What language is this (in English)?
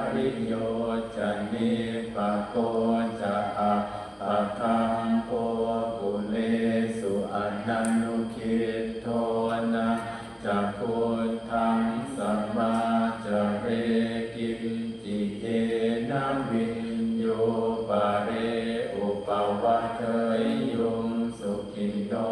Pali